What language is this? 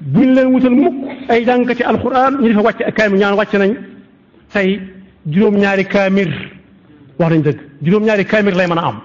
Wolof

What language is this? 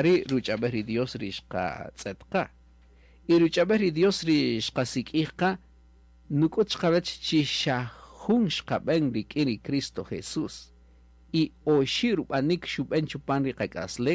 Kaqchikel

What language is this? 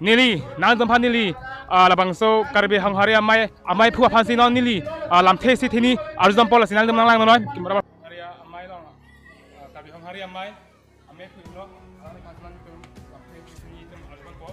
Karbi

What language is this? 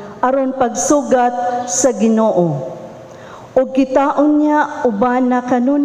Cebuano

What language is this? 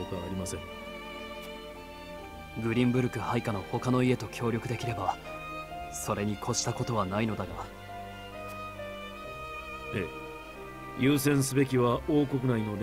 Japanese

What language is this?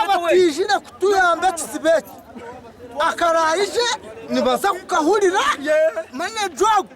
Nyankole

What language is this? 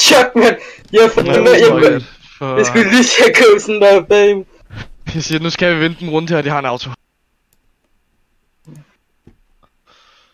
Danish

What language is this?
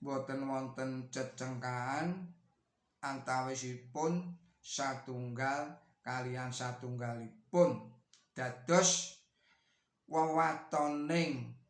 Javanese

